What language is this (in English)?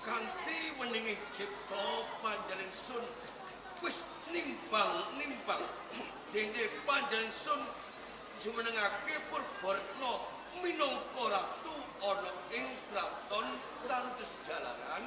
Javanese